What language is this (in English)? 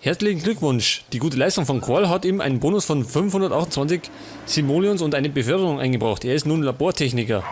Bavarian